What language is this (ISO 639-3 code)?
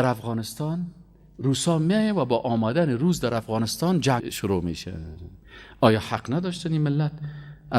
fas